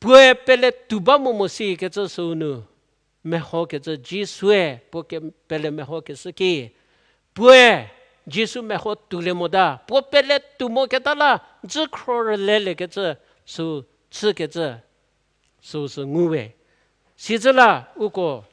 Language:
Angami Naga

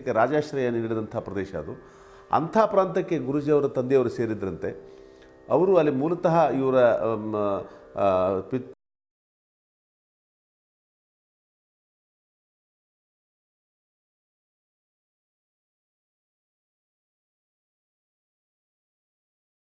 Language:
Kannada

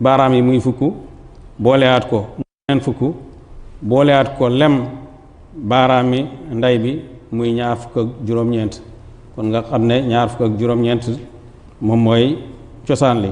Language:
Wolof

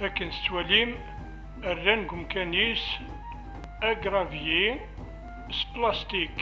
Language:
Kabyle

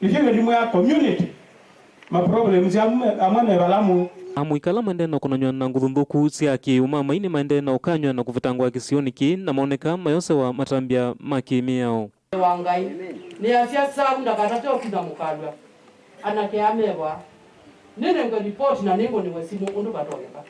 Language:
Kamba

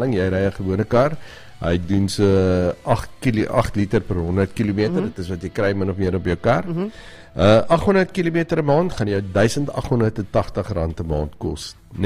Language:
Afrikaans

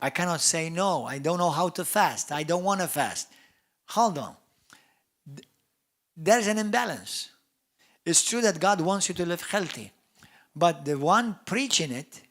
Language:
English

